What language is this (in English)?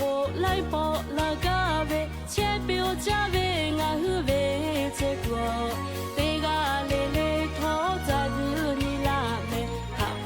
Lahu